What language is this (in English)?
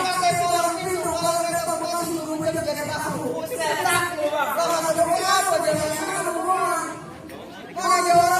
Betawi